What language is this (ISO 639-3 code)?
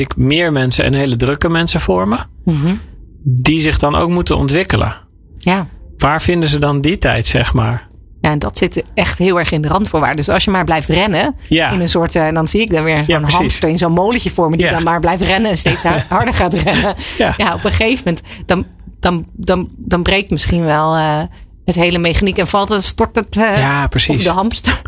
nld